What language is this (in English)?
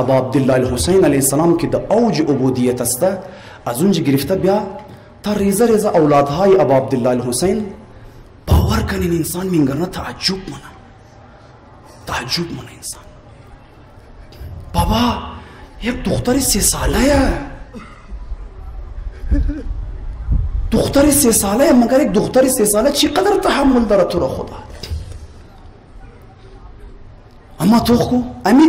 Hazaragi